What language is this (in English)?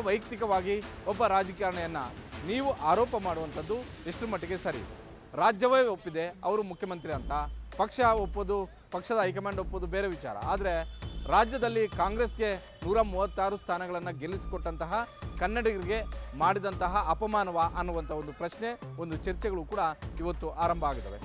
Kannada